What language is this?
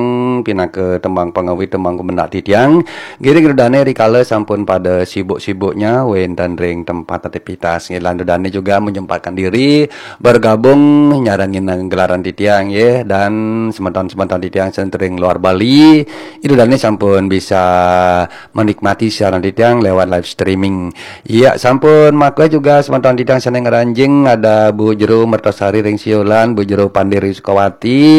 Balinese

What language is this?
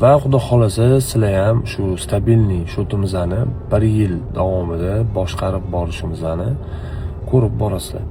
Uzbek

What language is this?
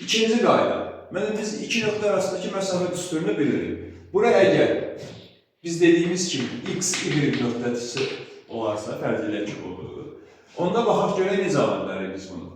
Azerbaijani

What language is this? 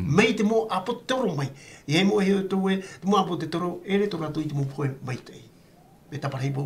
Tahitian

